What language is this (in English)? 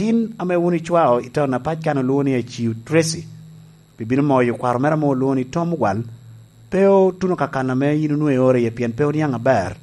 Lango (Uganda)